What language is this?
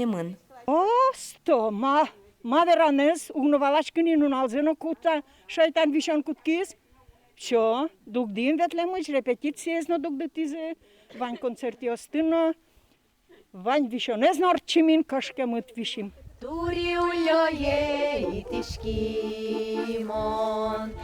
Udmurt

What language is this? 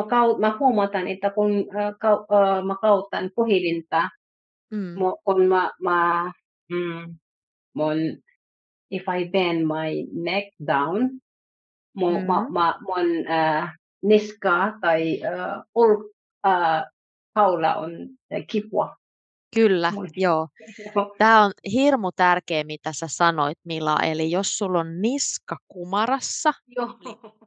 Finnish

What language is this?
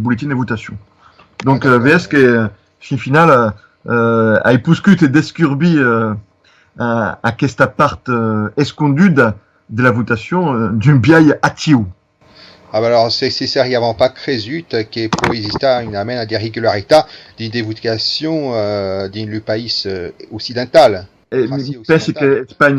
Occitan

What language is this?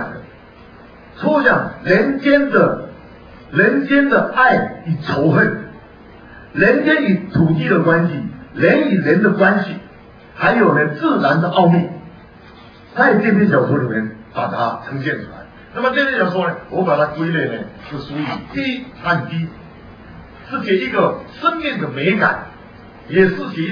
Chinese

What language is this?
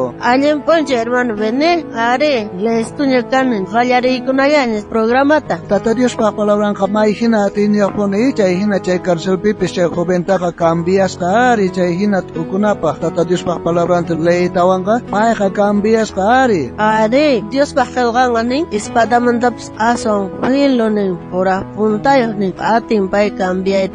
South Bolivian Quechua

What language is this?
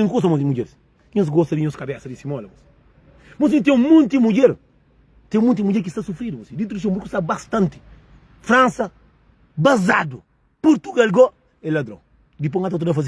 Kabuverdianu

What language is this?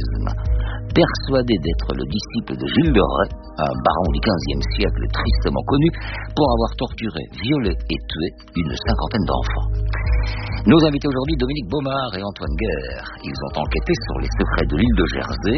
French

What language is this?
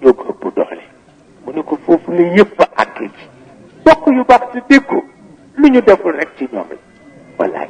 Wolof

